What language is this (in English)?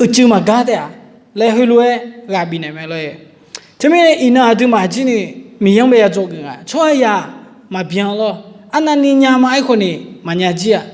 Akha